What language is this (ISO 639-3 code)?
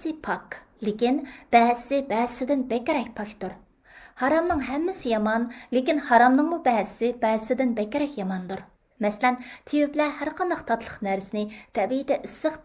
uig